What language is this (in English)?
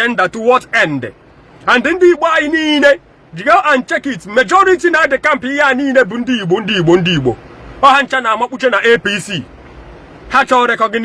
Igbo